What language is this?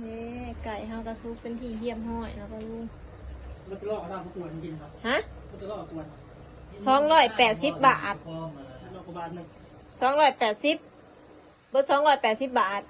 Northeastern Thai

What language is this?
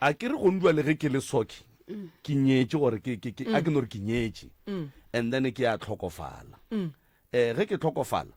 Northern Sotho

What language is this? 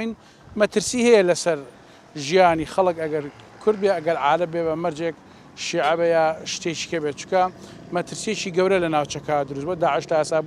Central Kurdish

